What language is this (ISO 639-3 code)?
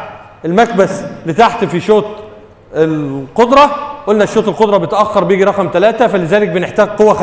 arz